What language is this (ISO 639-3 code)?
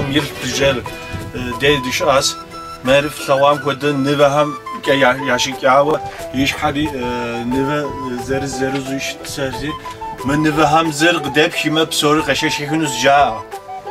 kbd